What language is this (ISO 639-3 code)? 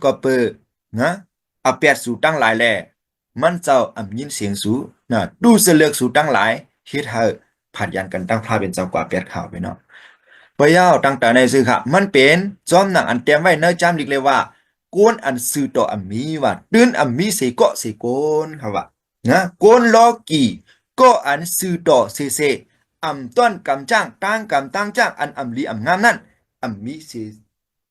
shn